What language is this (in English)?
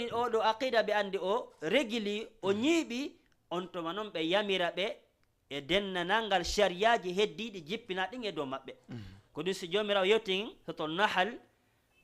Fula